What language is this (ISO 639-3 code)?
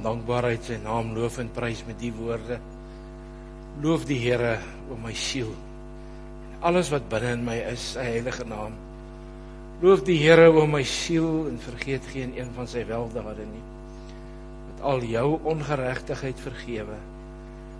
afr